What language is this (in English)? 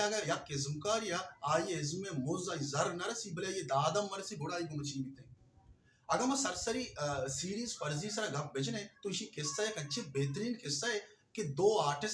Baluchi